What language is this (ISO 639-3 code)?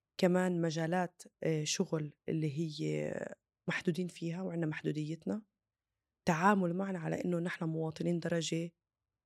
apc